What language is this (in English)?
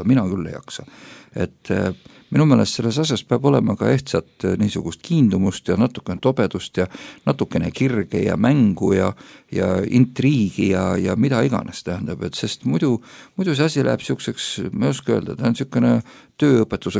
Estonian